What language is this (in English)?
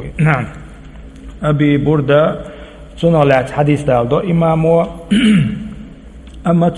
Chechen